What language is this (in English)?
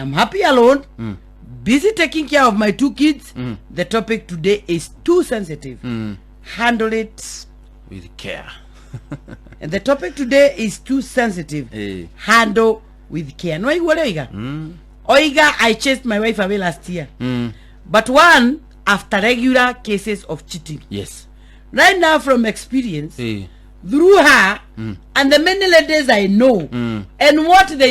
Kikuyu